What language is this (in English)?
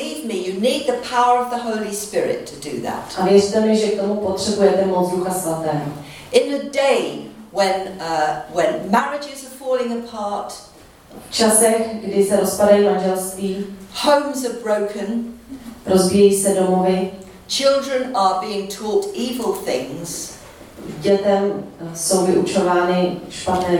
Czech